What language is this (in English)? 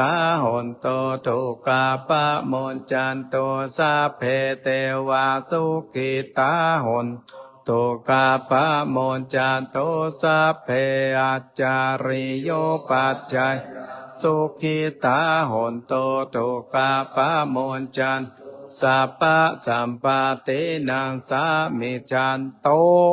Pali